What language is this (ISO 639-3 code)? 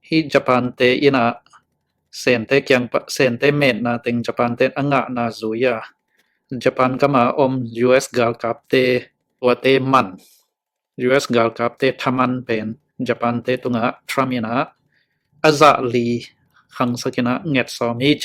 ctd